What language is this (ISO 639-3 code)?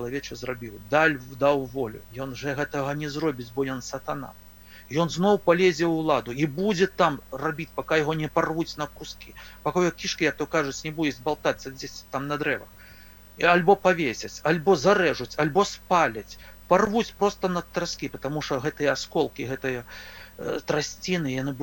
bel